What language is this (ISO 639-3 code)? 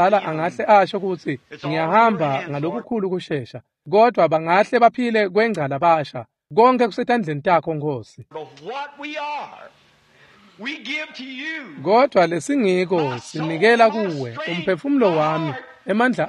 ssw